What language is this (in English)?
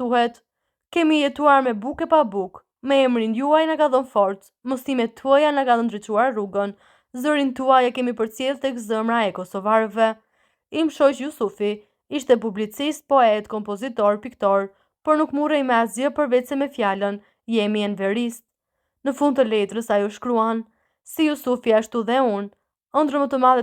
Albanian